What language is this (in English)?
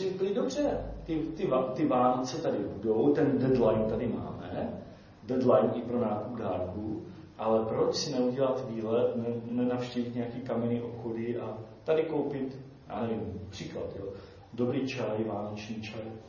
Czech